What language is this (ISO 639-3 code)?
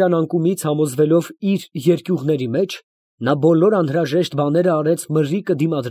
hye